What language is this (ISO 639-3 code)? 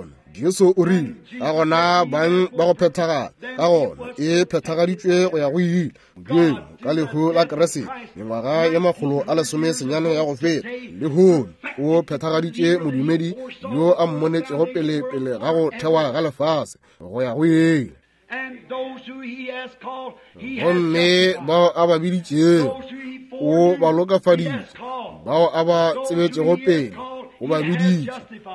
nso